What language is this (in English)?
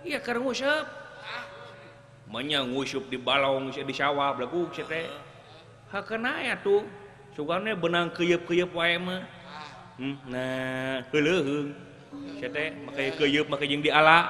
Sundanese